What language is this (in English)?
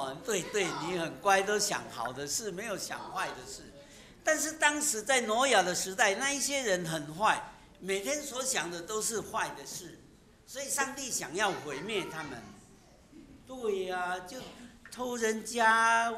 Chinese